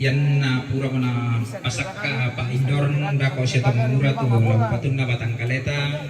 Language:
Toraja-Sa'dan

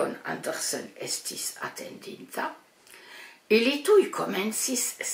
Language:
Esperanto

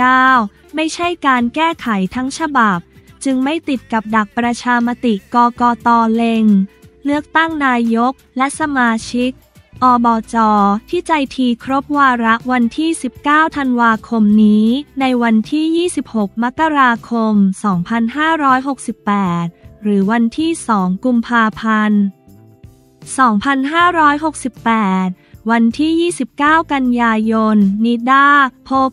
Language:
Thai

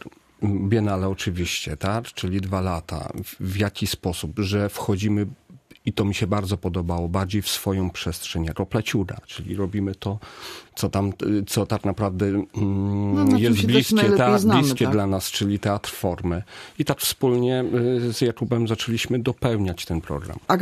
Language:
Polish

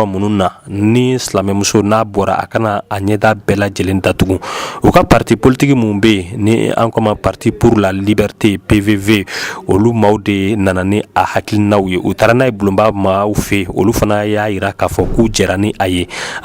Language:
Bambara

